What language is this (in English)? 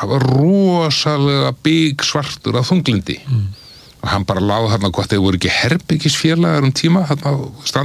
Icelandic